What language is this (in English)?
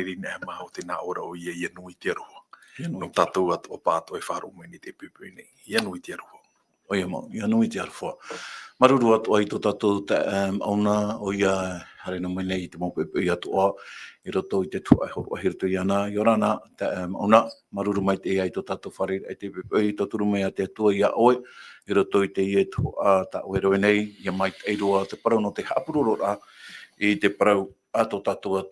Tahitian